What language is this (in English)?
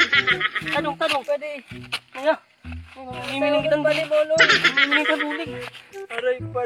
Waray